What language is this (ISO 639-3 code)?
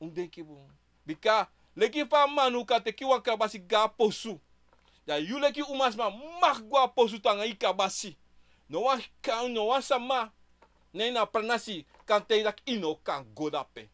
srn